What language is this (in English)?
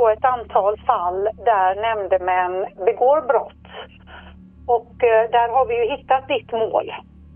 Swedish